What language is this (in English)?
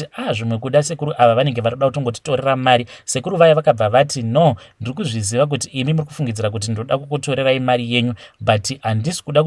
Shona